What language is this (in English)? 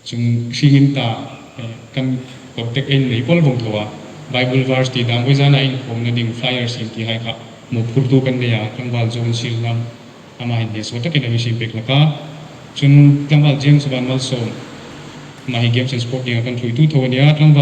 Hmar